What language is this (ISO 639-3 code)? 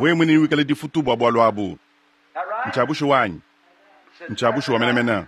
lua